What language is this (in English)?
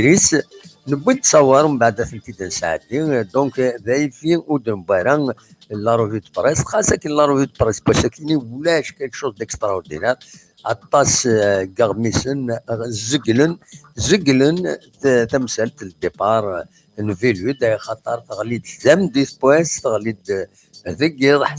Kabyle